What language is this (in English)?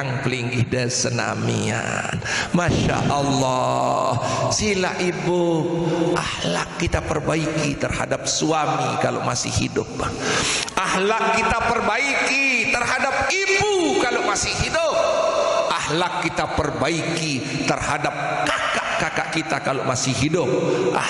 Sasak